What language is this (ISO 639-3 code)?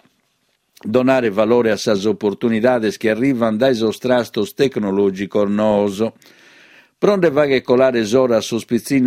srd